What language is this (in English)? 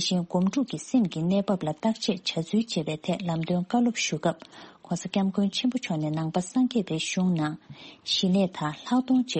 Tibetan